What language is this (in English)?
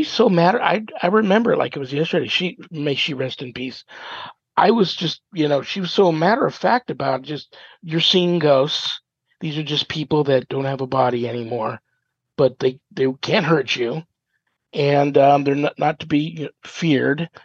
English